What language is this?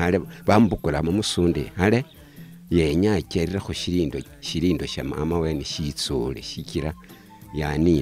Luyia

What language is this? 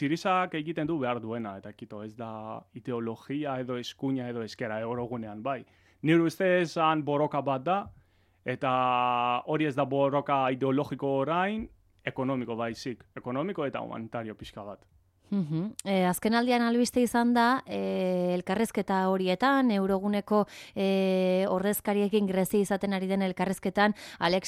Basque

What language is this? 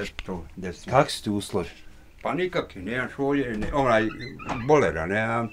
Bosnian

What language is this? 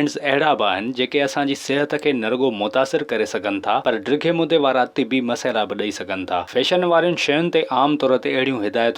Sindhi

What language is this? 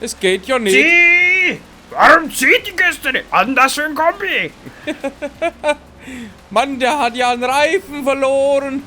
Bavarian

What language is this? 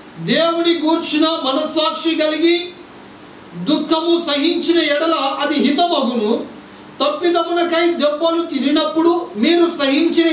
Telugu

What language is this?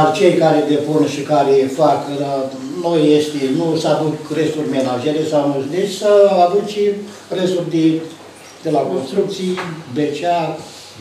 Romanian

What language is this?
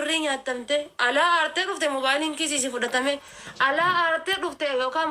Oromo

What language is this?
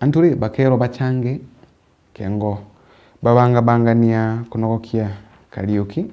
Meru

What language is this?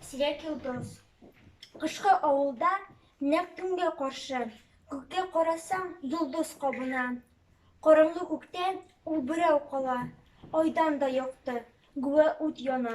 Tatar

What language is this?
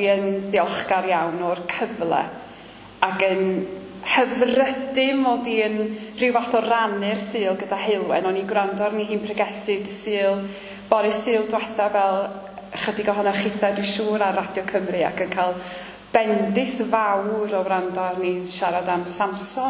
Welsh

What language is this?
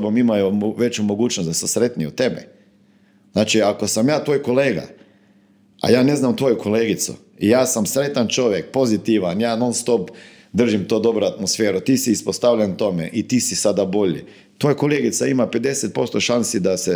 Croatian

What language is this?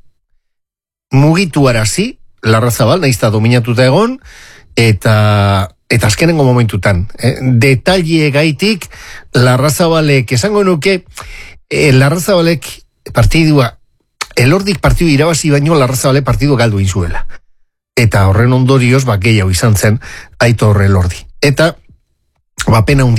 Basque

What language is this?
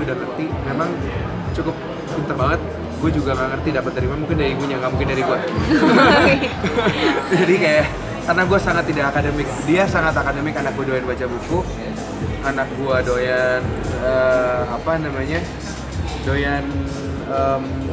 Indonesian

